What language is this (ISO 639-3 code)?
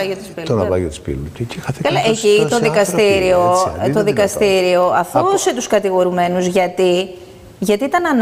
ell